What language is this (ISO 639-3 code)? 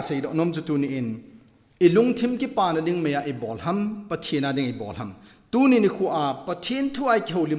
tcz